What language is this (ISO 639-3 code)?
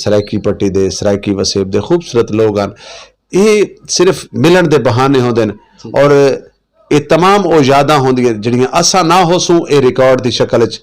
skr